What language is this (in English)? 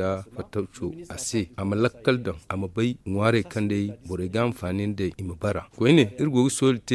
Zarma